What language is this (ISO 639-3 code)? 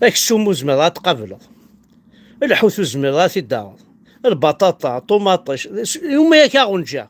kab